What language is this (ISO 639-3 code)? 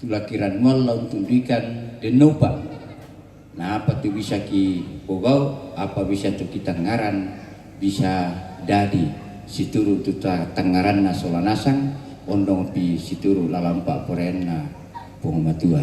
sda